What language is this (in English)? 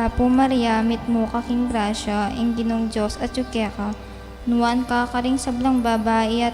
Pampanga